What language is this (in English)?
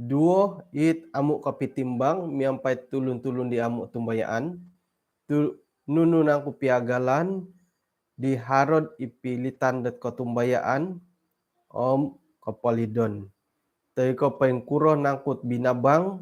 Central Dusun